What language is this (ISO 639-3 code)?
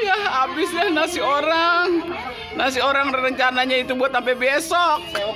bew